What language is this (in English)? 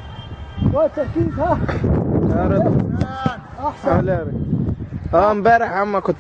Egyptian Arabic